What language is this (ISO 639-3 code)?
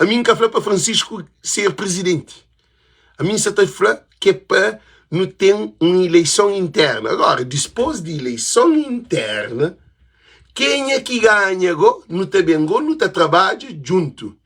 kea